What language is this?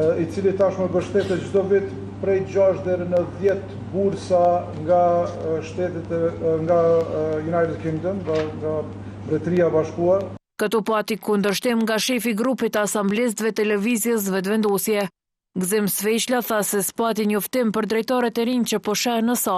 Albanian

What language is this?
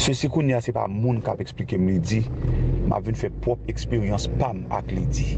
Haitian Creole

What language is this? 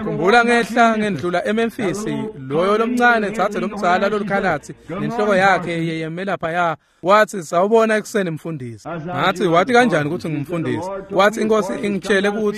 Swati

